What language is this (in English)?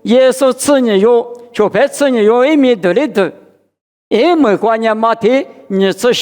Lisu